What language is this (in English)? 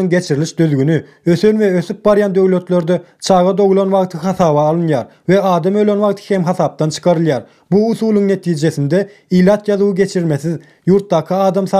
Turkmen